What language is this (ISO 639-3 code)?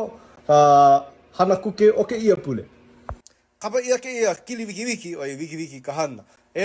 haw